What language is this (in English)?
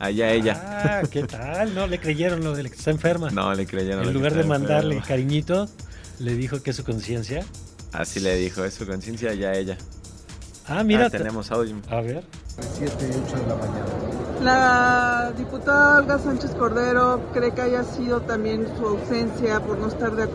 Spanish